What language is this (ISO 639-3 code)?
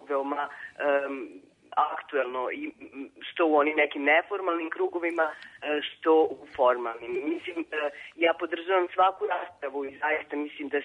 srp